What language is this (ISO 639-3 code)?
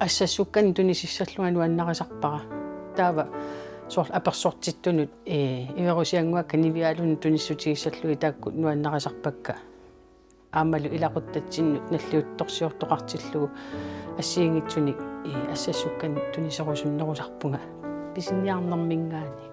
kal